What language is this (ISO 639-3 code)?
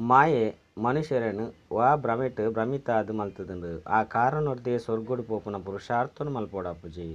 tcy